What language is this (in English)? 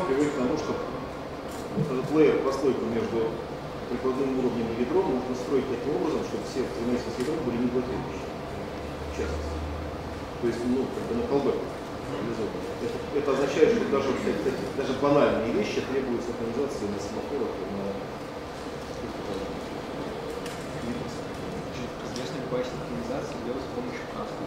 Russian